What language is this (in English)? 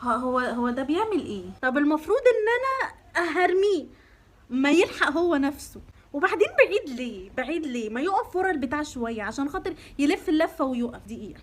Egyptian Arabic